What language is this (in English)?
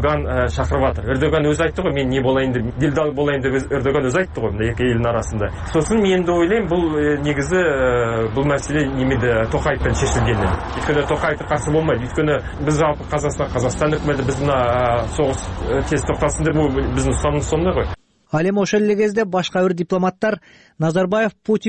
Kyrgyz